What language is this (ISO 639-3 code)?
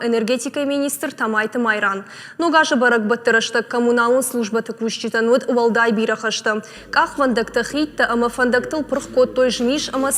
oss